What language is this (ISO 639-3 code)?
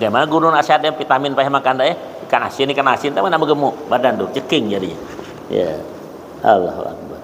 bjn